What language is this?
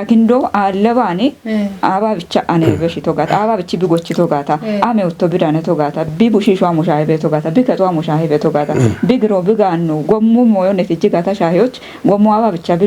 Kafa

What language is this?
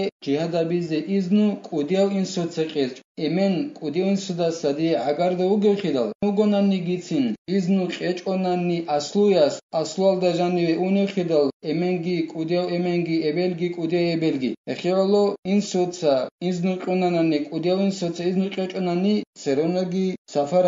Avaric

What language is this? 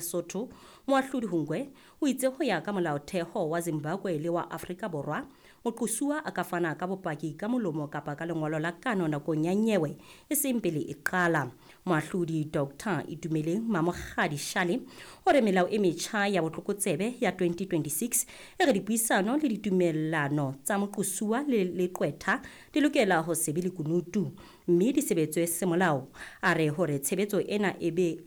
Southern Sotho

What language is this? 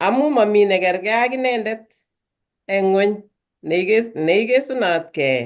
Kalenjin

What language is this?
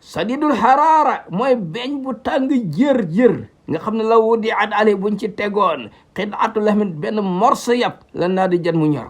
Wolof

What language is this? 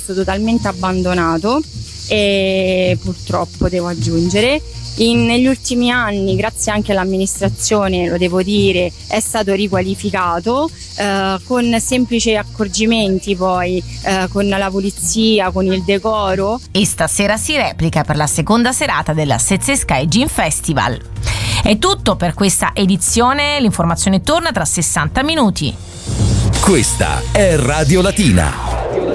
Italian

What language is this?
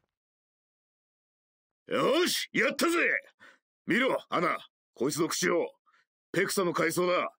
Japanese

